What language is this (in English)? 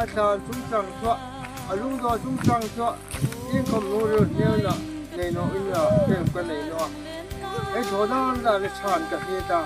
Hmar